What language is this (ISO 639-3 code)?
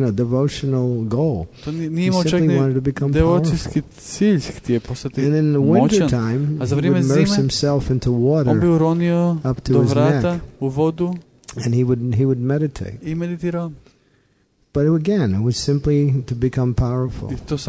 hrv